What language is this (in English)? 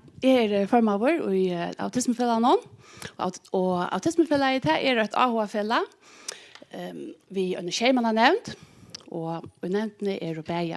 Faroese